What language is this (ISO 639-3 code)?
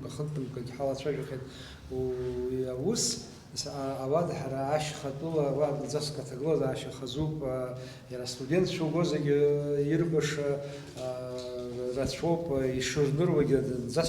abk